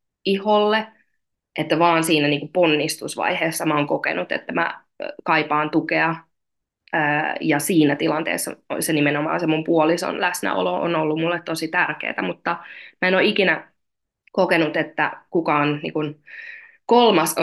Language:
Finnish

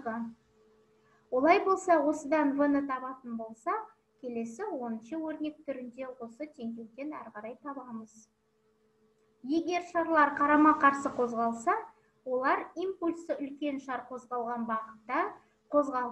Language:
Kazakh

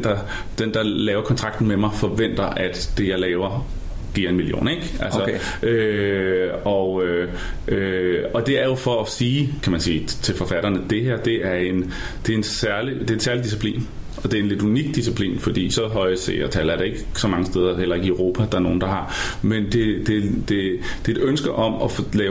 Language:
Danish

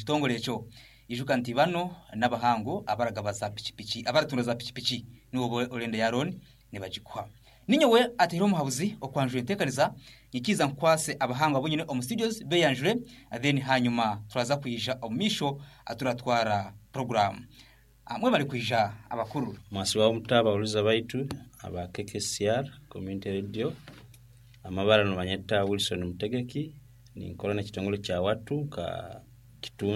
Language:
Nyoro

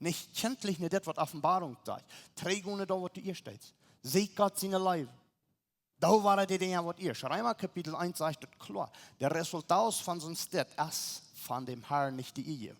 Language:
Plautdietsch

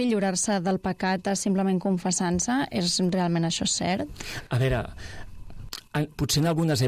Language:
Catalan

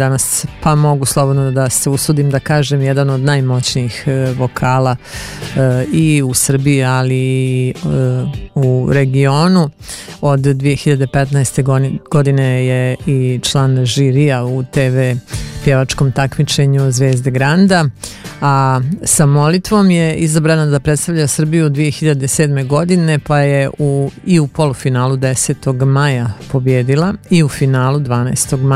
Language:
Serbian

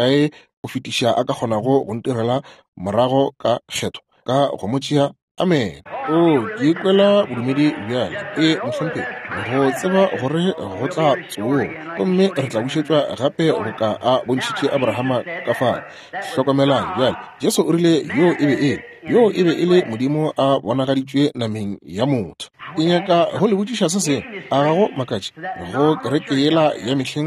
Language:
Northern Sotho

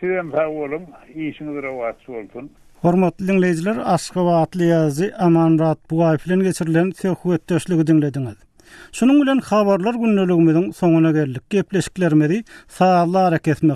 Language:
Turkmen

